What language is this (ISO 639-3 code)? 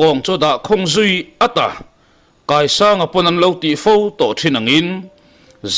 lus